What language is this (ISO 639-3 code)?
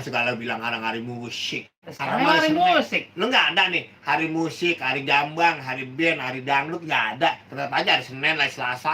bew